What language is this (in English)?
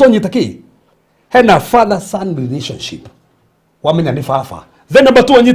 Kikuyu